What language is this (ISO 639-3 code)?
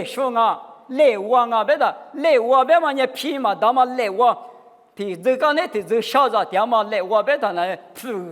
lis